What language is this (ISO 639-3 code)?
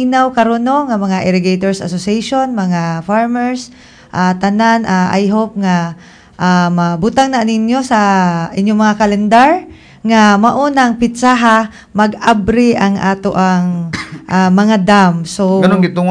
ceb